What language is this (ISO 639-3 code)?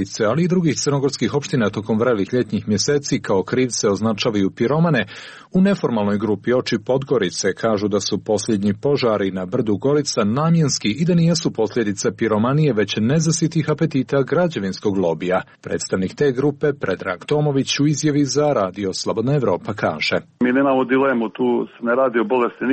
srp